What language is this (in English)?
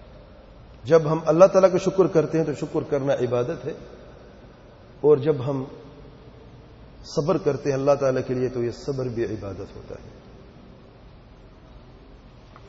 Urdu